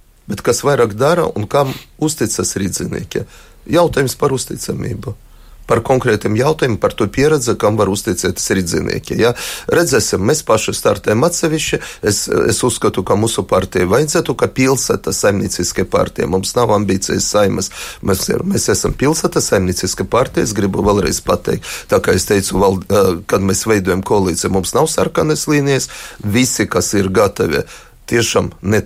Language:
Latvian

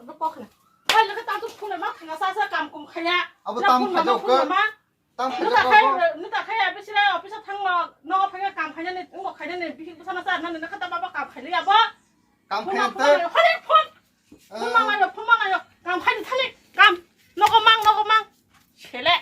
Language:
Kok Borok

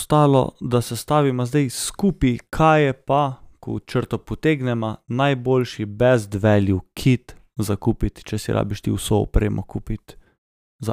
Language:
Slovenian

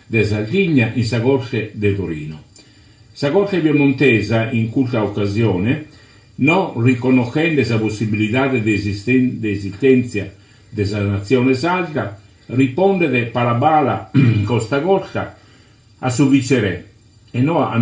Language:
Sardinian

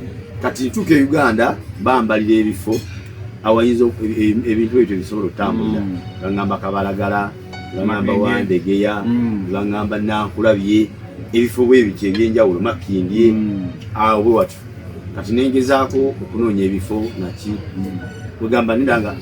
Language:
Ganda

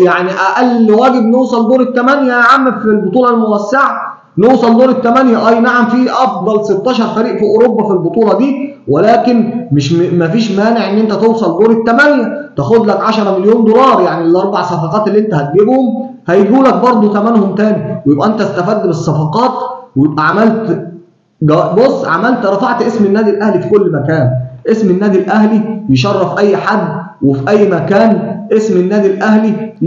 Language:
Egyptian Arabic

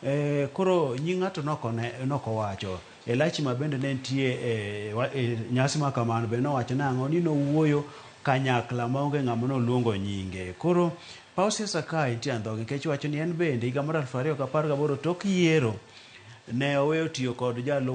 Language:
Luo (Kenya and Tanzania)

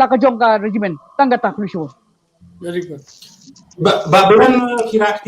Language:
Khasi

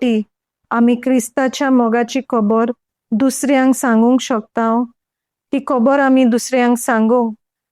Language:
Konkani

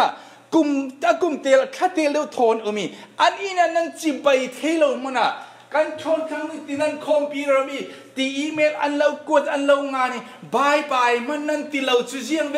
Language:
Falam Chin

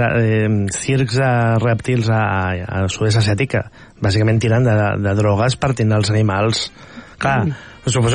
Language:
Catalan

